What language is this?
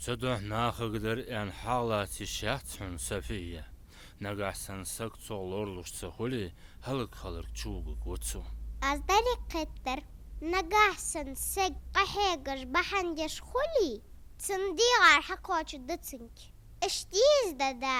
Ingush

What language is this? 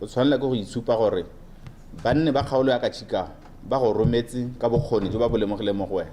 Tswana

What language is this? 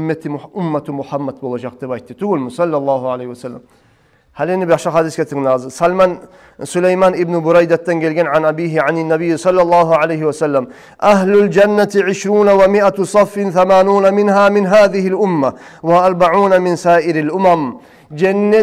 Kumyk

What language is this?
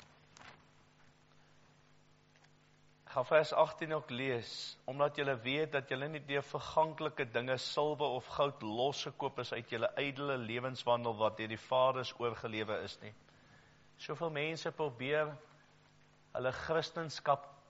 Afrikaans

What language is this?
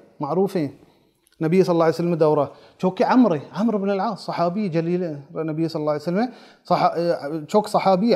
Baluchi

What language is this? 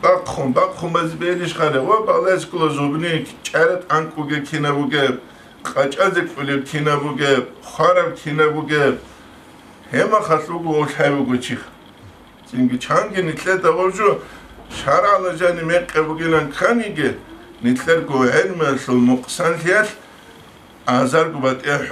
Avaric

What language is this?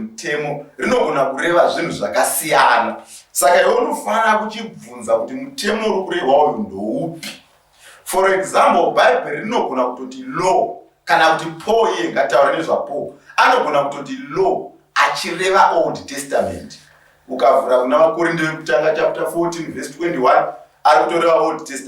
Shona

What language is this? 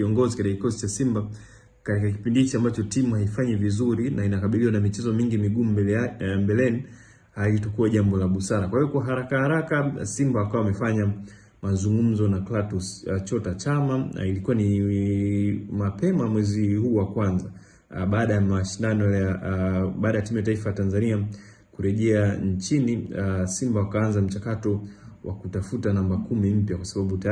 Swahili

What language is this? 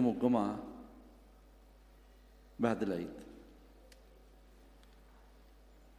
Egyptian Arabic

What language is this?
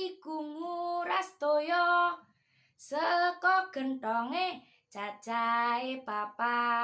Javanese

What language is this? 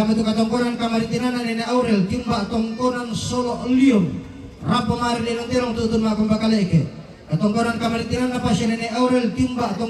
Toraja-Sa'dan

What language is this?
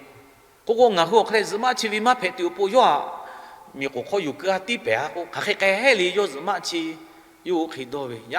Lahu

